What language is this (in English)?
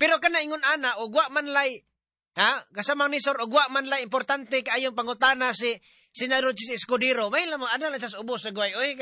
Cebuano